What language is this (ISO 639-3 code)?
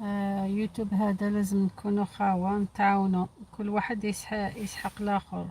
arq